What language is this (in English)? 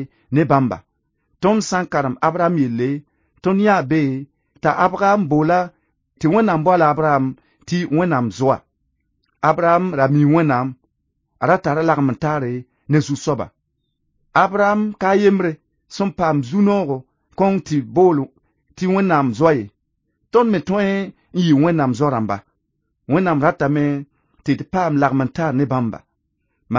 Mossi